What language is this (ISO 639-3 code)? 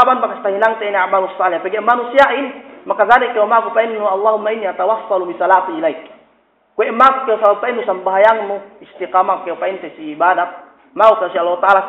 yka